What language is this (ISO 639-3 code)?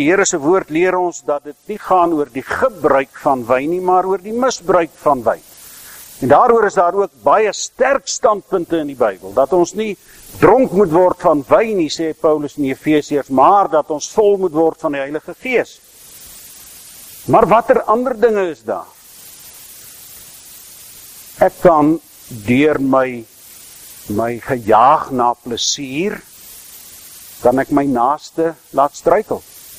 afr